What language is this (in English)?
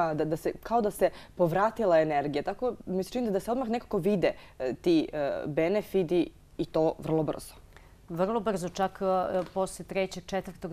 Serbian